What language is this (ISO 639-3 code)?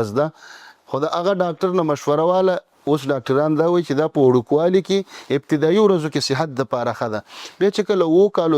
pus